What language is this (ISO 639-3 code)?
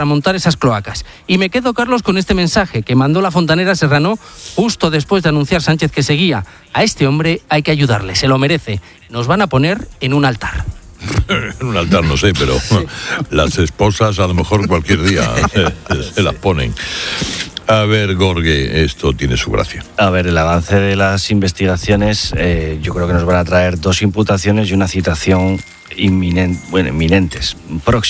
spa